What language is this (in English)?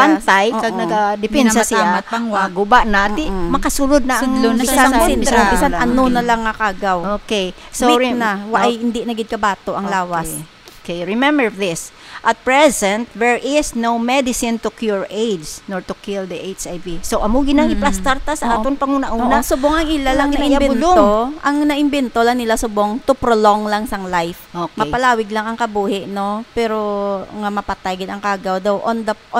Hiligaynon